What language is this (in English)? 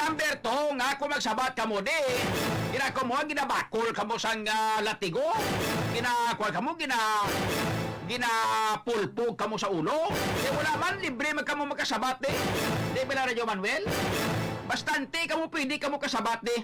Hiligaynon